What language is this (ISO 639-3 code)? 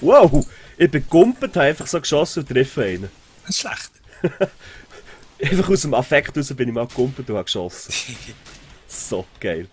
gsw